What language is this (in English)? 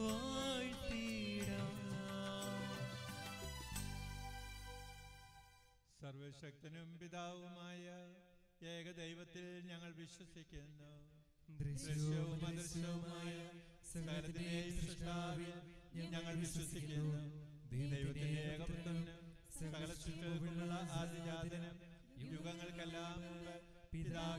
Malayalam